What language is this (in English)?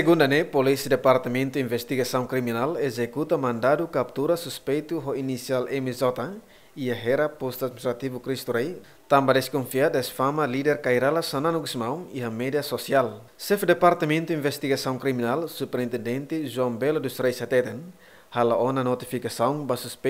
Tetum